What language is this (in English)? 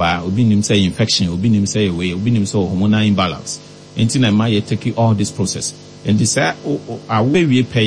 Akan